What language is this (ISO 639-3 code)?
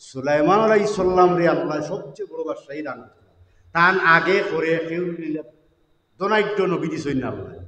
syl